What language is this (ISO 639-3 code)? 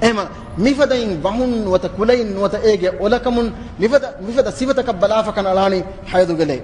div